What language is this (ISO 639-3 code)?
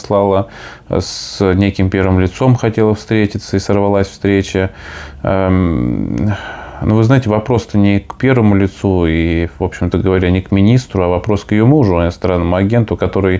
rus